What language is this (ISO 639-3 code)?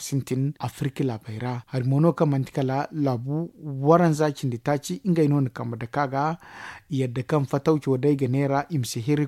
dje